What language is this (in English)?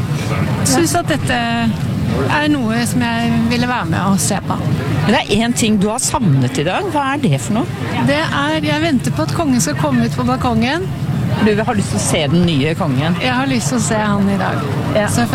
Norwegian